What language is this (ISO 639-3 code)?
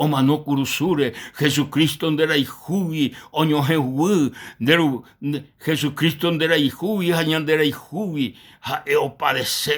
grn